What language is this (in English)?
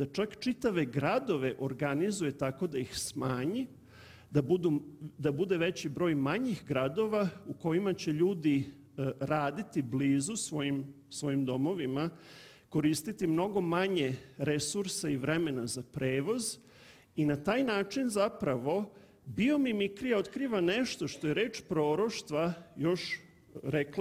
Serbian